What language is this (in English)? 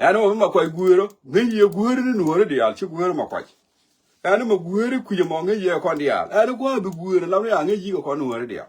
Nuer